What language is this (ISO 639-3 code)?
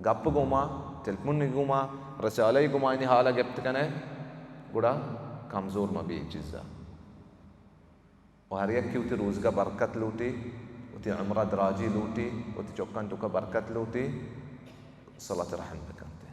bal